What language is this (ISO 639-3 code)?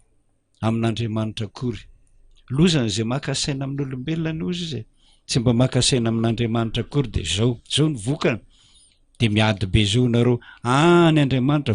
mlg